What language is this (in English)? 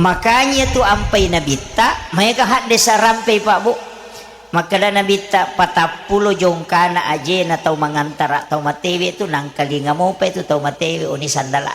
Buginese